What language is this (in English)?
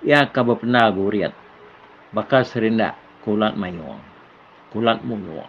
Iban